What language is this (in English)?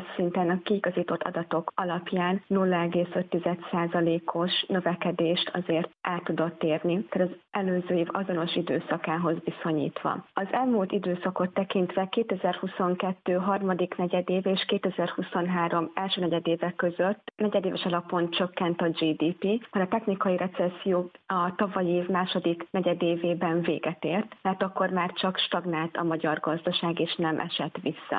Hungarian